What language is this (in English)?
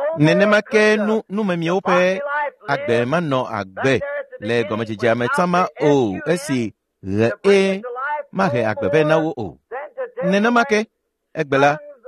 Ewe